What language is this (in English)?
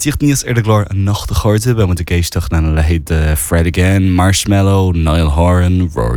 Irish